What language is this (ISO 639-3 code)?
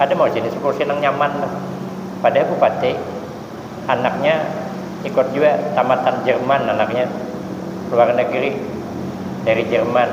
bjn